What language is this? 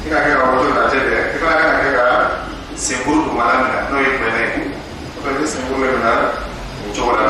Dyula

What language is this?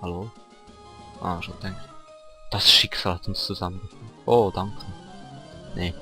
Swiss German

